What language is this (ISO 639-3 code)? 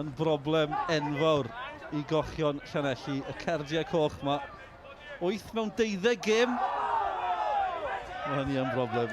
cym